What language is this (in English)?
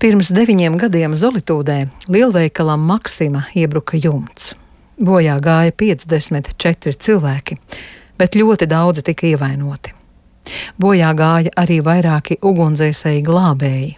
Latvian